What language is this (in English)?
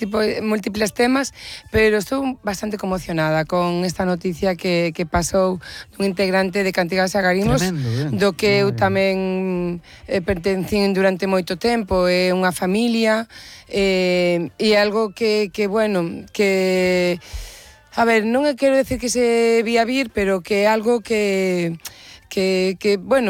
Galician